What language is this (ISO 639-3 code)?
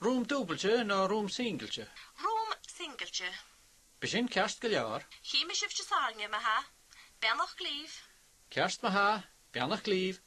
gla